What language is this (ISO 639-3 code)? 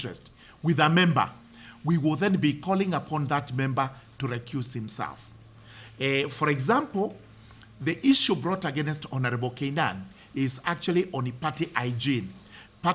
mer